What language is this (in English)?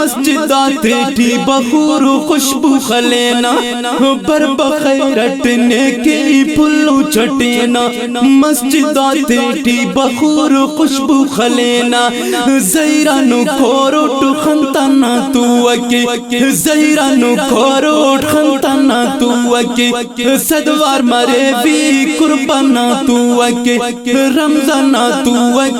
Brahui